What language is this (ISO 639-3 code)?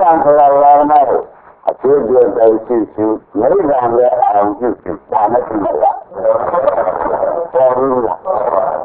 mya